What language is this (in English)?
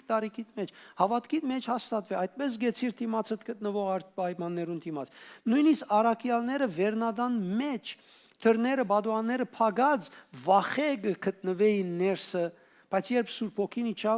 Western Armenian